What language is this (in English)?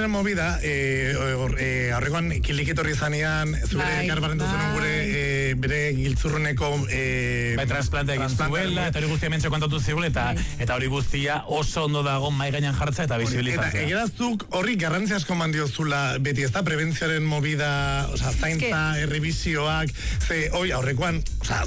Basque